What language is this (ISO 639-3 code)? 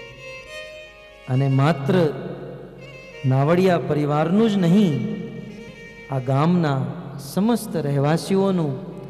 guj